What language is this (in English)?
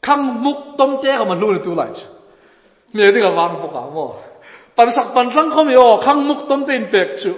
Hmar